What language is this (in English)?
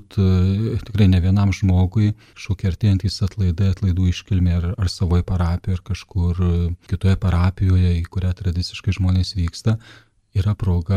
Lithuanian